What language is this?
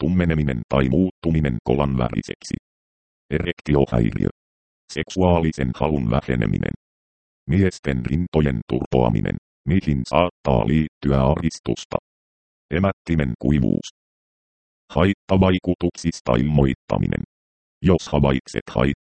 Finnish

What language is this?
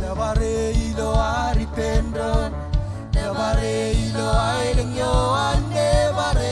Marshallese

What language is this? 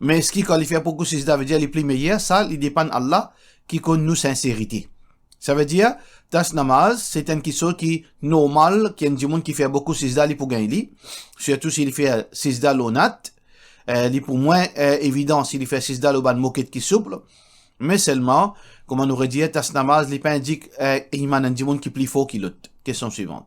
Morisyen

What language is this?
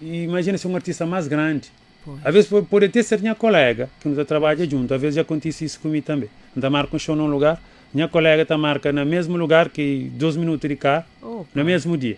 Kabuverdianu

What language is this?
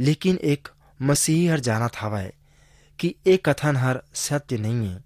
Chhattisgarhi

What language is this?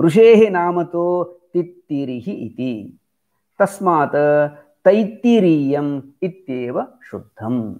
Sanskrit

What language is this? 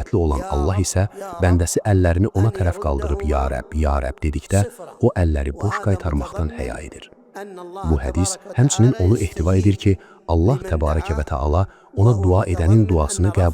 Azerbaijani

